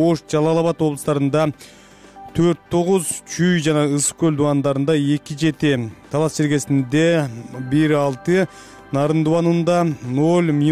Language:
Kyrgyz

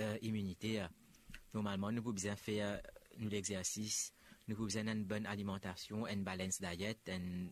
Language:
Morisyen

